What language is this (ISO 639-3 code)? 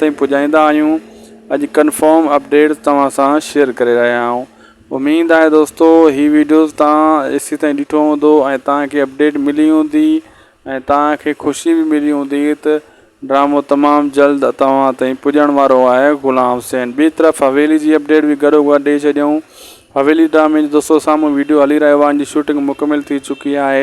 snd